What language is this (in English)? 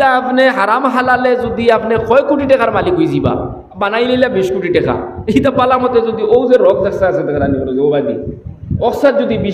Sylheti